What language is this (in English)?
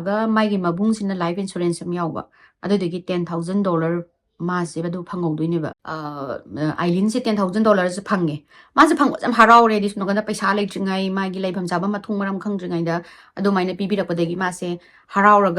Manipuri